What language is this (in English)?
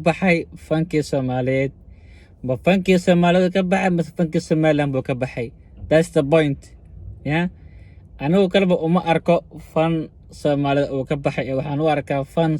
Somali